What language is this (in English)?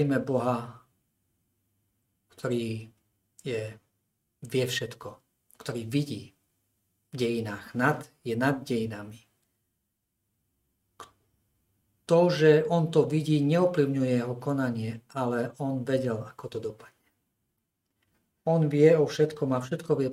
Slovak